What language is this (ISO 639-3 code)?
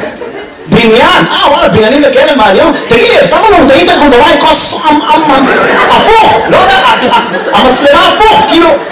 heb